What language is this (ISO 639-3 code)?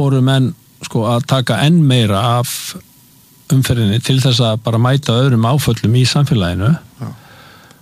isl